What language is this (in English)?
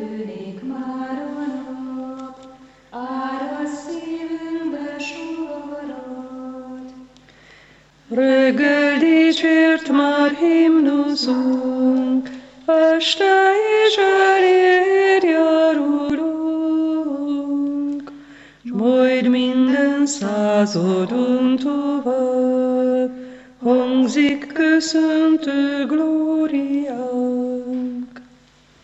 Hungarian